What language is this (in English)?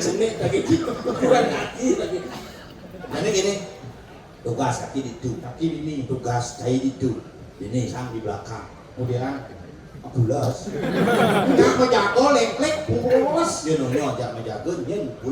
Balinese